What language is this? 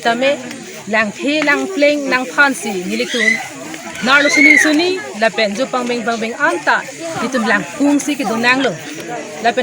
Karbi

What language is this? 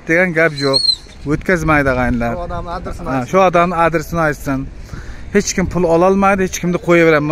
Uzbek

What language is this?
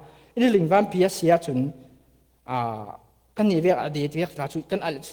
Falam Chin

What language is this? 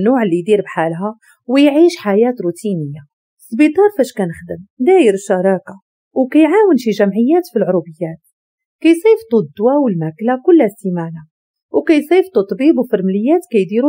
Moroccan Arabic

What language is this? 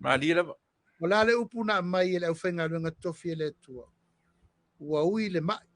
Samoan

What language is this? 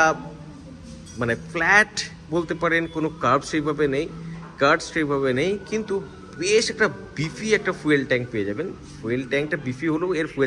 Bangla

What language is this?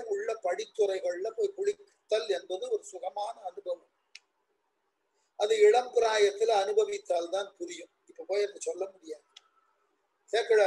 Tamil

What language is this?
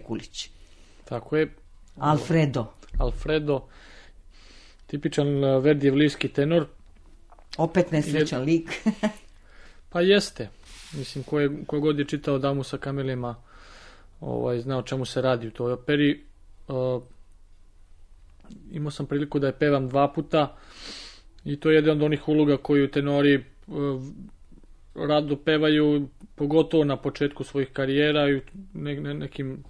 Serbian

